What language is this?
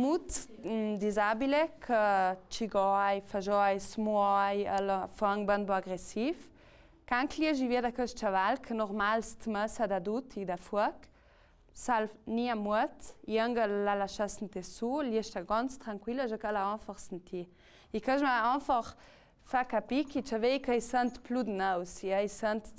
Ladin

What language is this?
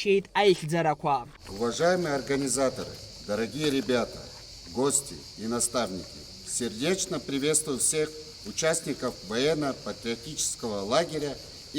Abkhazian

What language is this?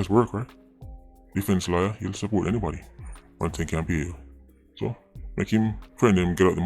Jamaican Creole English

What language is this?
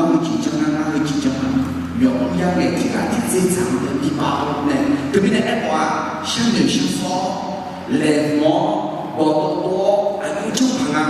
Akha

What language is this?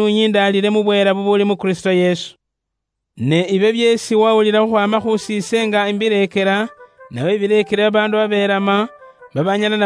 Luyia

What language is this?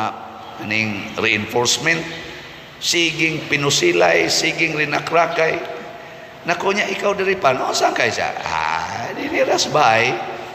Cebuano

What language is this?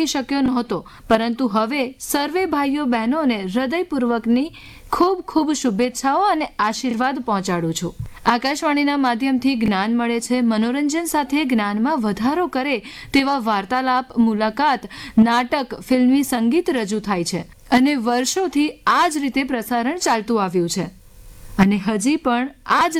Gujarati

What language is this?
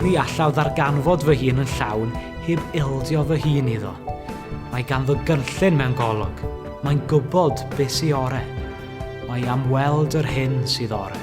Welsh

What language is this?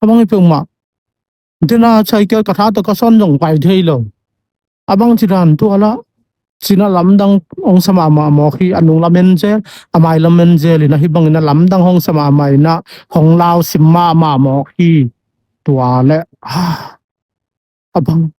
Tedim Chin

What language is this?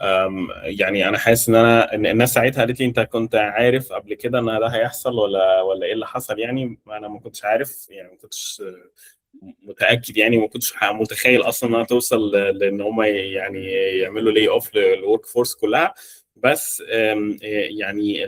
Egyptian Arabic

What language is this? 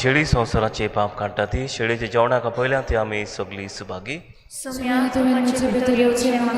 Konkani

